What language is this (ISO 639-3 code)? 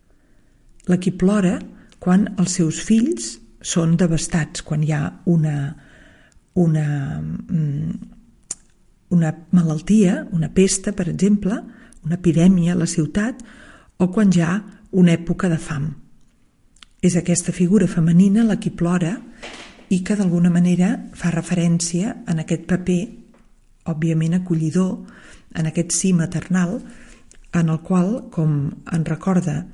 cat